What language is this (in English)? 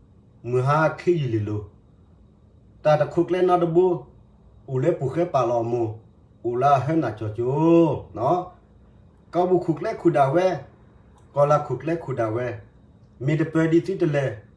S'gaw Karen